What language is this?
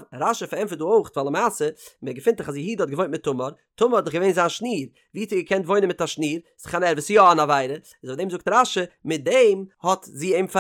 Yiddish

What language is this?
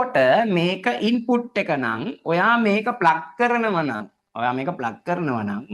Sinhala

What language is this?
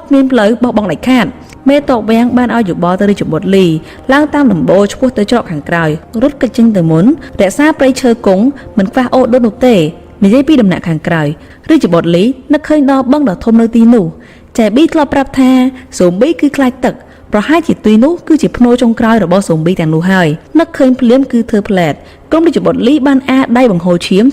Khmer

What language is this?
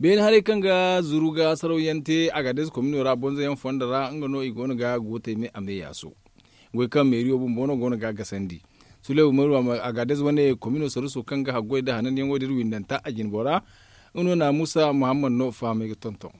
Zarma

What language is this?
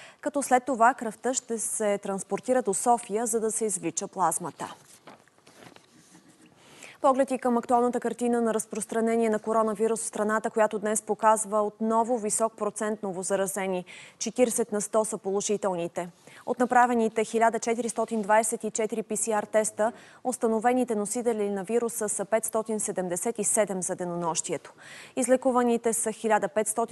Bulgarian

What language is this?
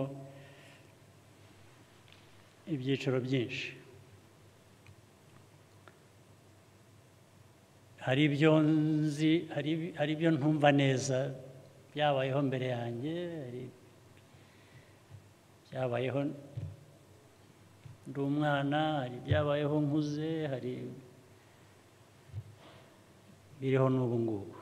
Kinyarwanda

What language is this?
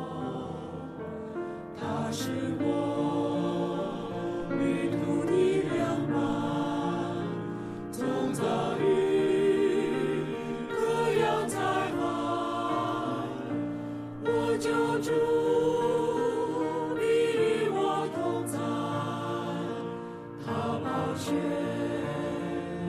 Chinese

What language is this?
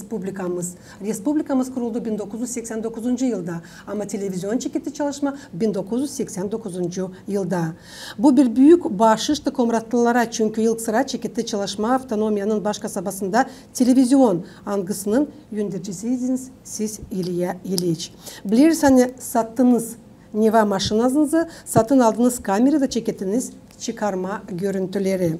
Gagauz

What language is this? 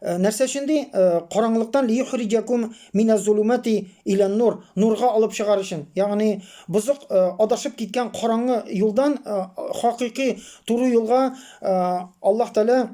Tatar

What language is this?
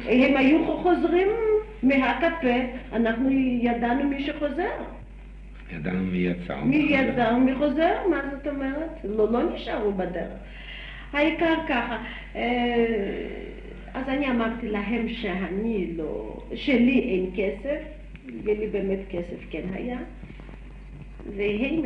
Hebrew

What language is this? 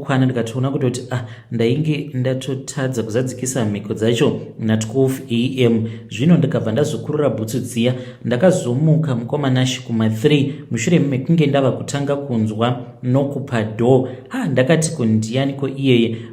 Shona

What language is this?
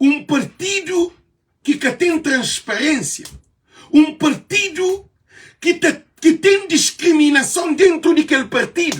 Kabuverdianu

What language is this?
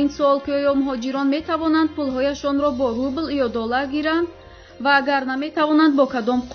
Tajik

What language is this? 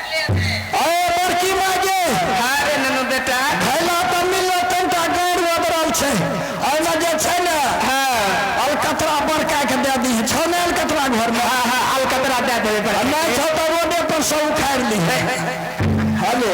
Maithili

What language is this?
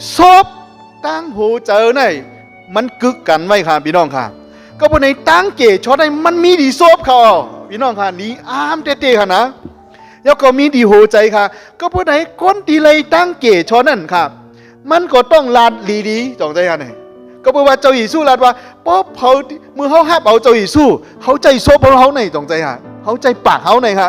Shan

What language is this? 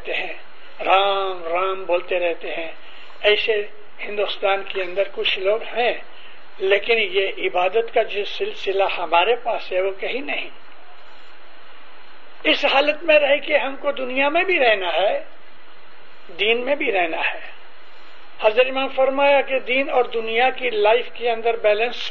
Urdu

